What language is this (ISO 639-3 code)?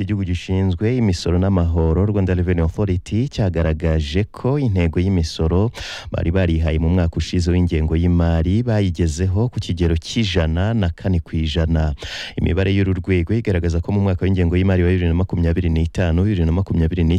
kin